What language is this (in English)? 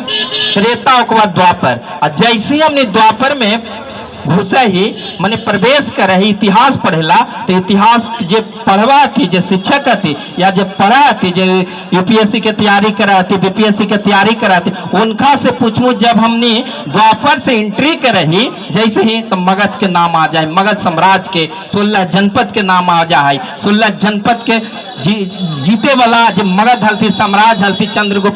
Magahi